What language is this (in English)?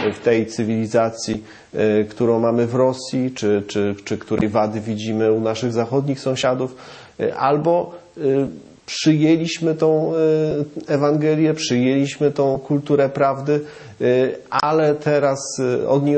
Polish